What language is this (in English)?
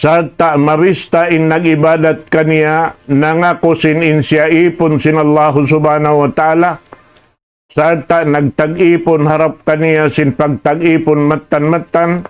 Tausug